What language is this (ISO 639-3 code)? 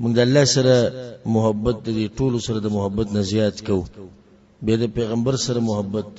pus